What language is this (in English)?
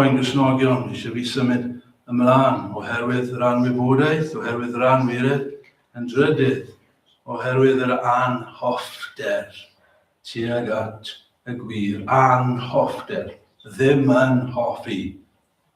Welsh